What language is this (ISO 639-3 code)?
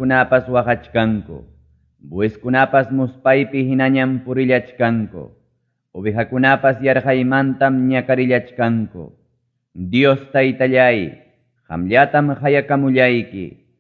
quy